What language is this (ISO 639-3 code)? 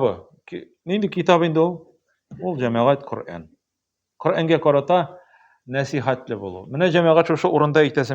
tat